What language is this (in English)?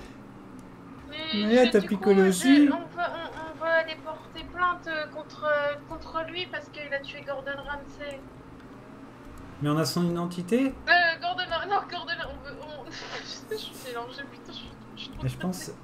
French